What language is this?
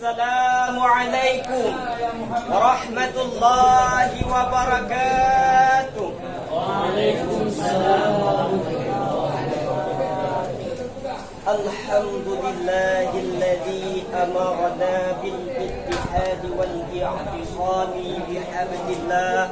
Achinese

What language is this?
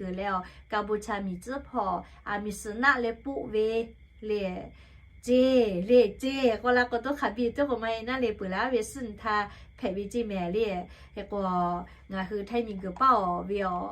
Lahu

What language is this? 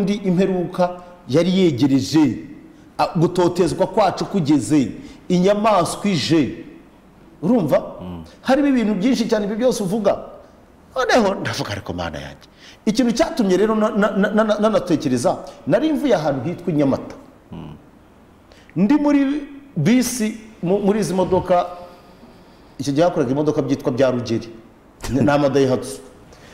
Kinyarwanda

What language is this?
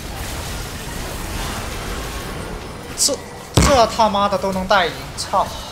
Chinese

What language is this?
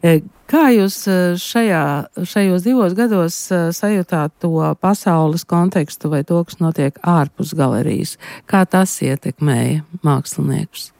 Latvian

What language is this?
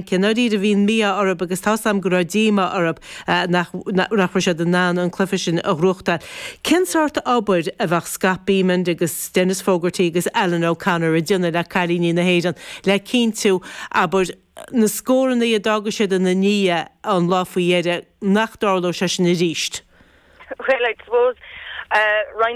Irish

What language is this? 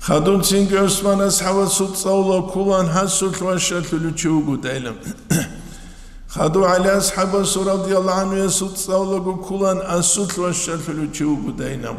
Avaric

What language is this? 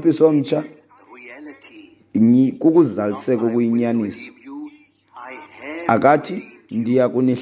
Xhosa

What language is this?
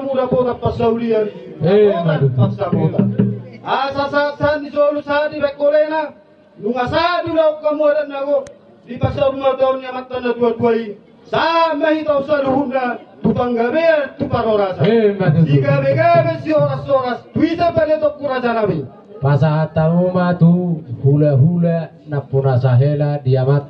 Batak Toba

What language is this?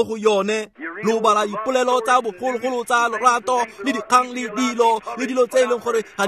Tswana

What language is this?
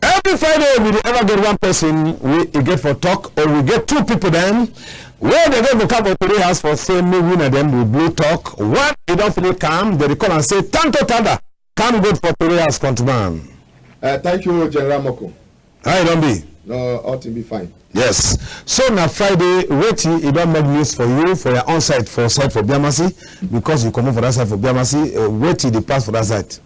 Cameroon Pidgin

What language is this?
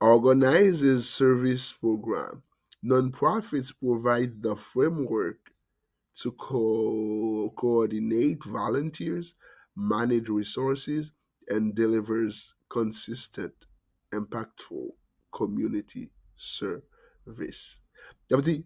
Haitian Creole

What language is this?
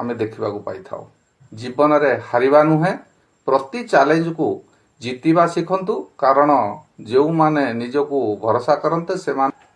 Odia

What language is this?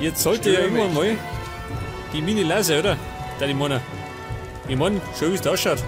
Bavarian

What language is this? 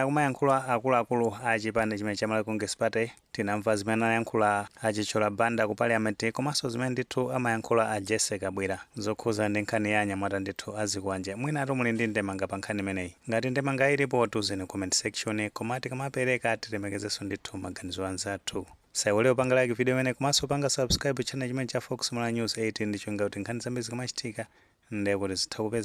Nyanja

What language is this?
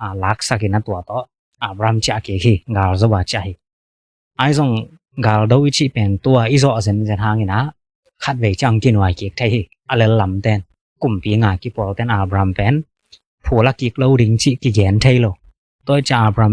Tedim Chin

